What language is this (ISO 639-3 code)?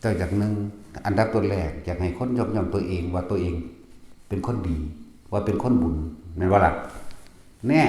tts